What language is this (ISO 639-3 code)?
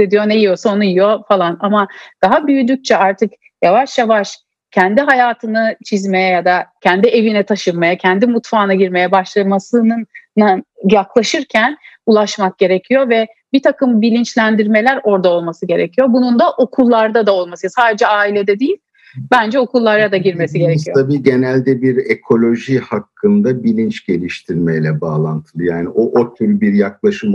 tur